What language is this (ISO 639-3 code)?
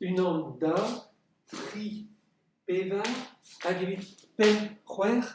bre